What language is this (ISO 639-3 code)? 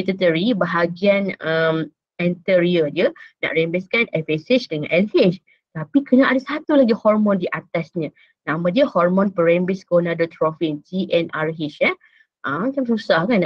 msa